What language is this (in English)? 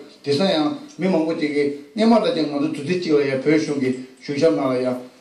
Tibetan